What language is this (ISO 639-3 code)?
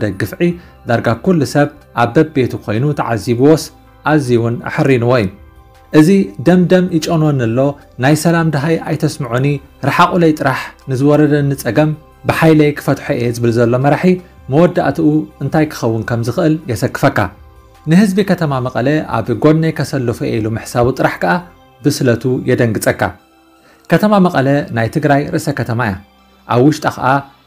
tir